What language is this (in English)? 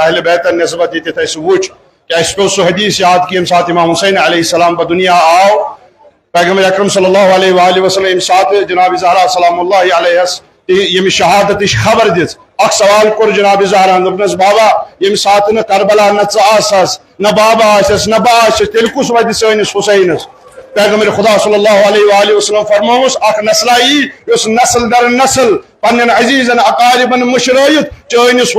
Kashmiri